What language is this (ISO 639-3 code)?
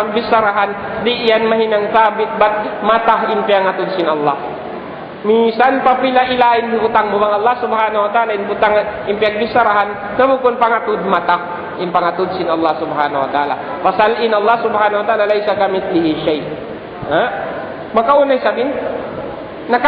tsg